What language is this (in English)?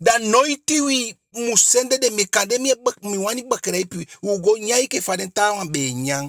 Eastern Maroon Creole